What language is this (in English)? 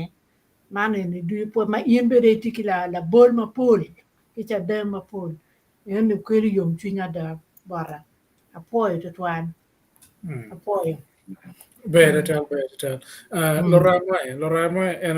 Acoli